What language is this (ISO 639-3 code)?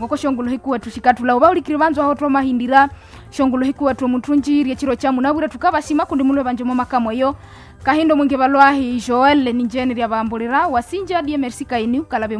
nnb